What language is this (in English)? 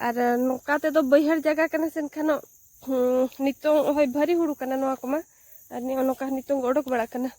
Santali